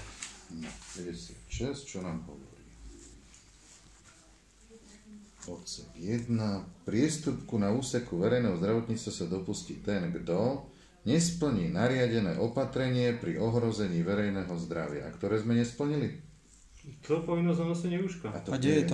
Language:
Slovak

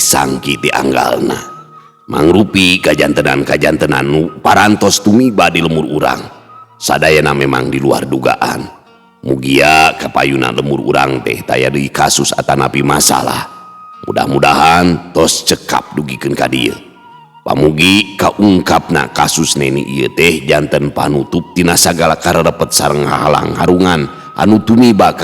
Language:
Sundanese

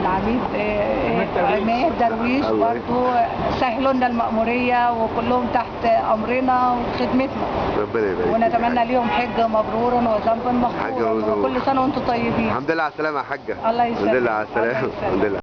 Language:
Egyptian Arabic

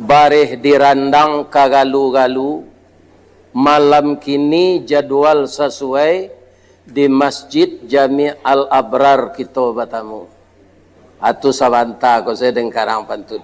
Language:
Minangkabau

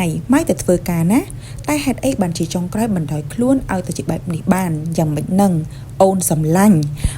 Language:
Khmer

